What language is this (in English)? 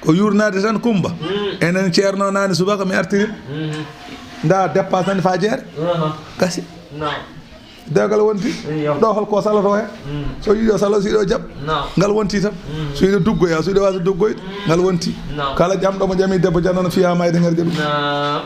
Fula